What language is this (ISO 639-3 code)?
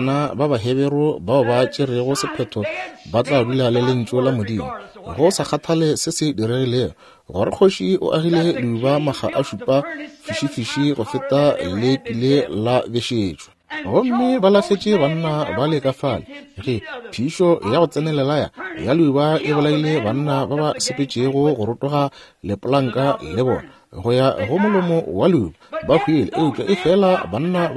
nso